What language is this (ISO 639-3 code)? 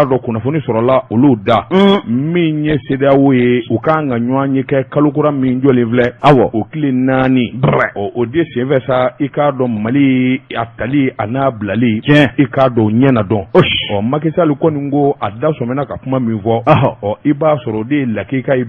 bam